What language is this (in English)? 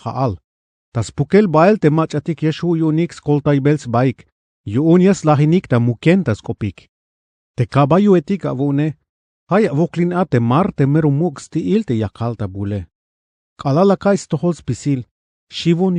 Tzeltal